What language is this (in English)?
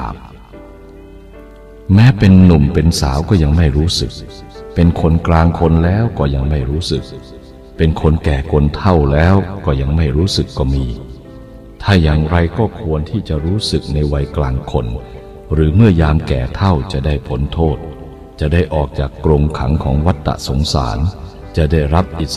Thai